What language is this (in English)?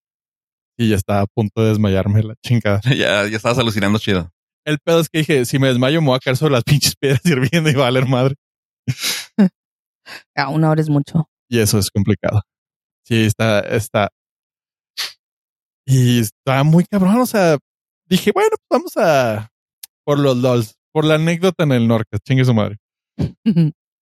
Spanish